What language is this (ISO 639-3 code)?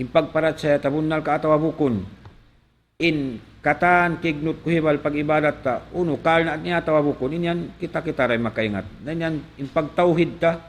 tsg